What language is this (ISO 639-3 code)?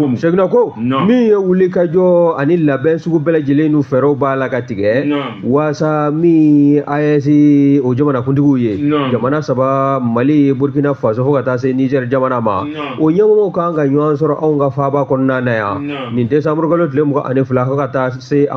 bam